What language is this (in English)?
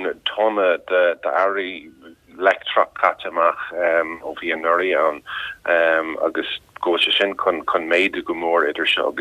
Irish